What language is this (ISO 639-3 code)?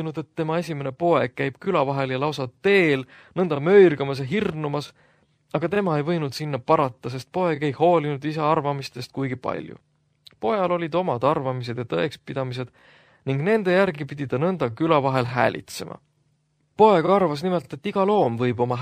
est